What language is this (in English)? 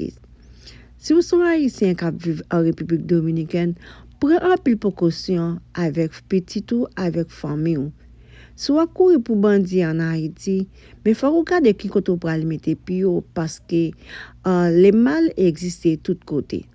Haitian Creole